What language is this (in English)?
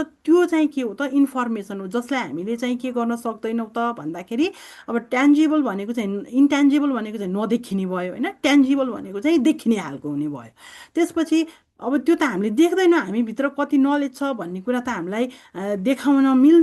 Nepali